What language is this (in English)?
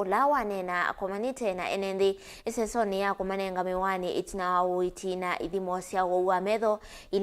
Kamba